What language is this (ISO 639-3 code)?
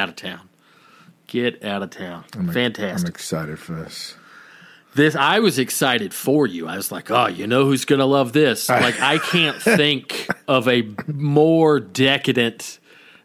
eng